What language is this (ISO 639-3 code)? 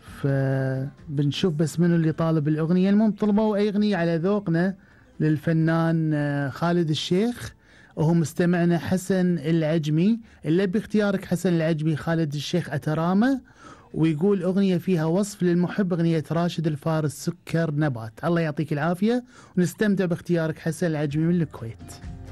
afb